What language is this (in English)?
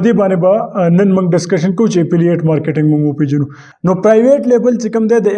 Pashto